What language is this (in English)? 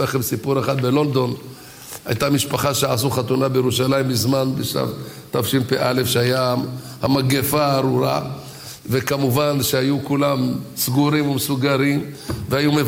Hebrew